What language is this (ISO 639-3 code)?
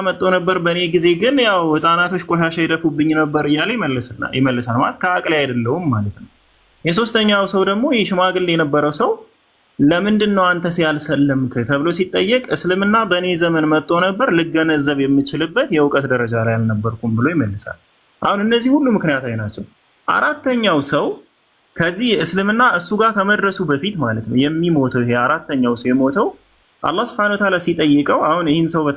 amh